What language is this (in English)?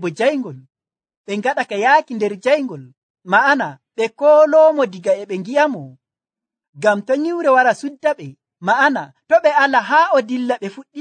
Nigerian Fulfulde